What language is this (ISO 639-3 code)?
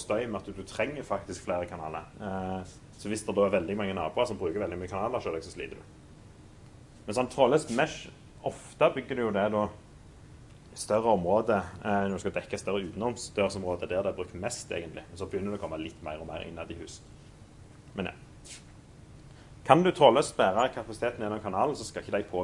nor